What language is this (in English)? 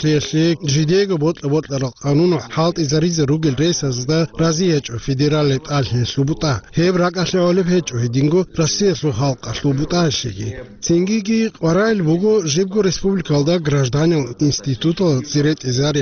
Avaric